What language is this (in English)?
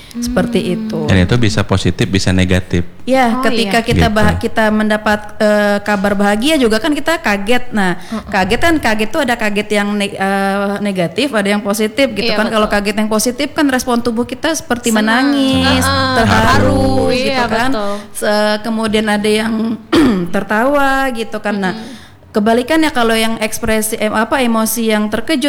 Indonesian